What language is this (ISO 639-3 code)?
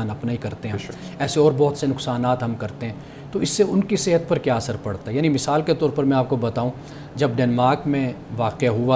urd